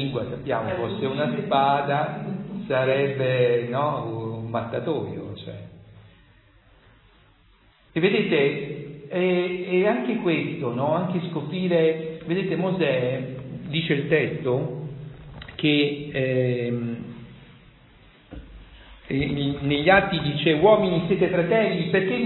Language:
Italian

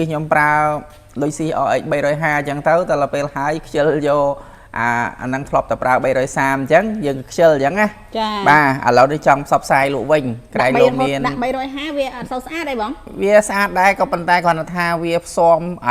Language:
Khmer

